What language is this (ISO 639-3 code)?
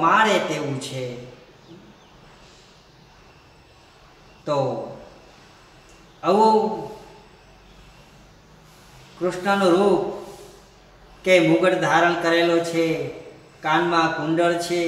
guj